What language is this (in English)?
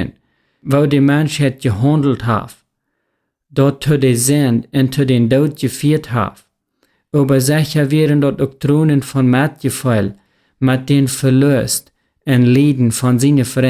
Plautdietsch